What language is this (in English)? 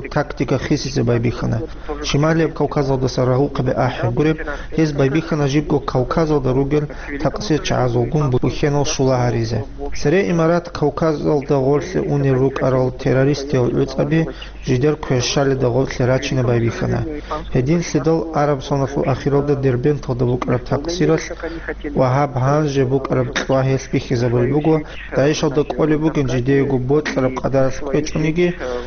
Avaric